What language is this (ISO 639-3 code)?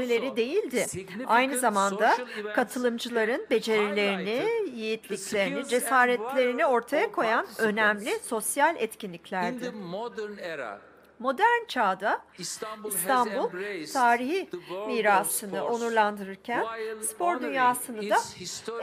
tur